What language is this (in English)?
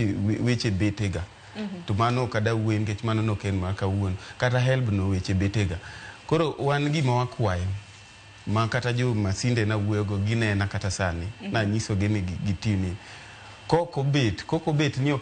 Luo (Kenya and Tanzania)